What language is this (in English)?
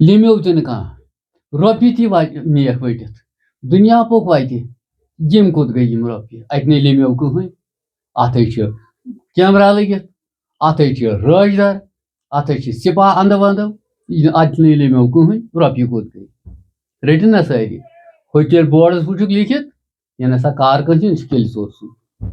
Kashmiri